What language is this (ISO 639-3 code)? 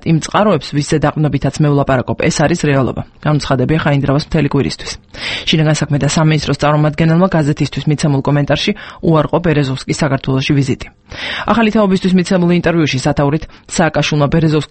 kat